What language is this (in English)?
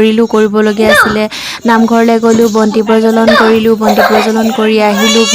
Assamese